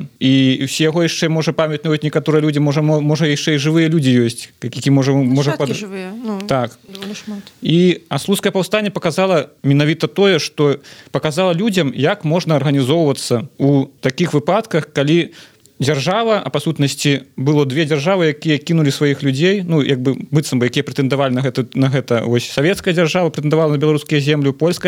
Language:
Belarusian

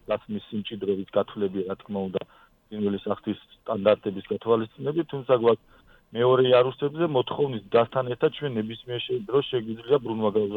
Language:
Georgian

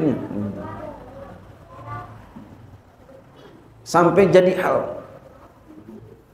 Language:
Indonesian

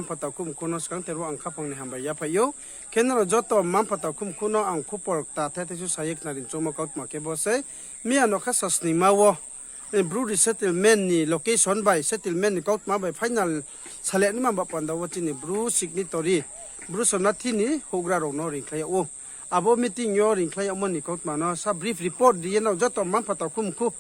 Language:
Riang (India)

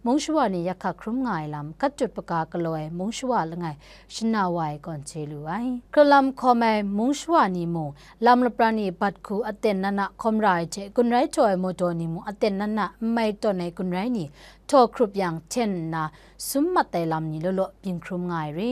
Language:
Kachin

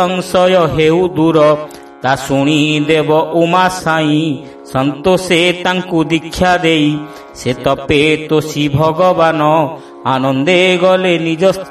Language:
Odia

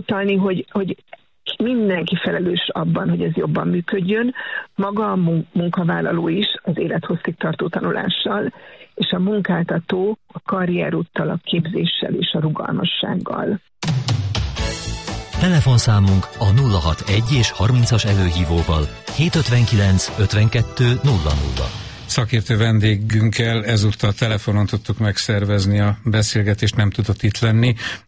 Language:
Hungarian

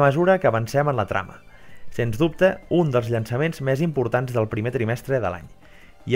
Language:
Catalan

